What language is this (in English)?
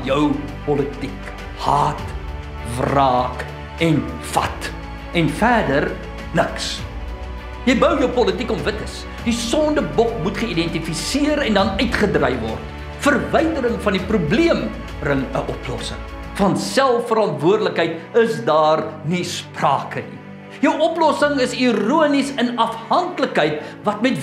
Afrikaans